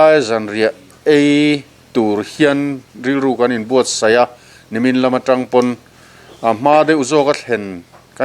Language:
Mizo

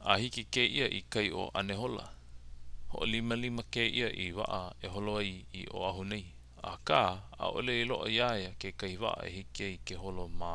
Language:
Hawaiian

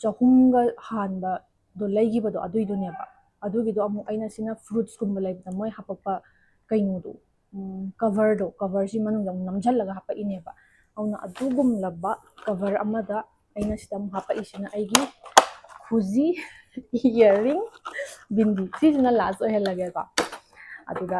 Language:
Manipuri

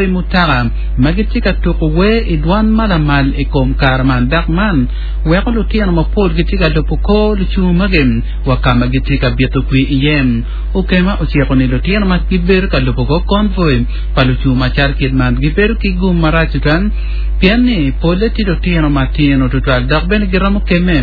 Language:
Acoli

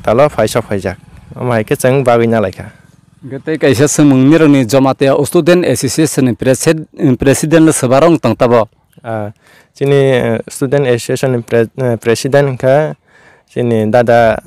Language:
Kok Borok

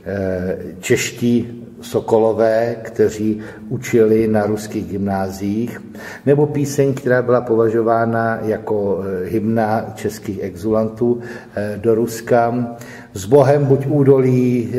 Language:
Czech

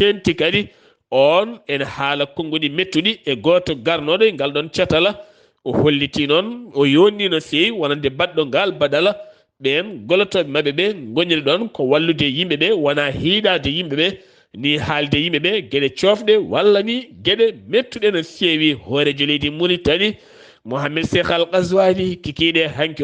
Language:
Fula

